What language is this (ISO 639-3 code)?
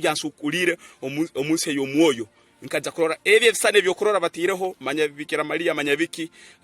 ttj